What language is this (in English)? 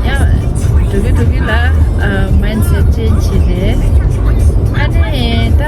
Tibetan